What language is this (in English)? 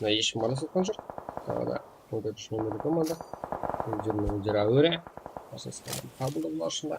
Kara-Kalpak